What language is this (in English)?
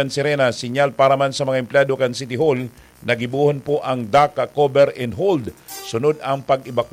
Bikol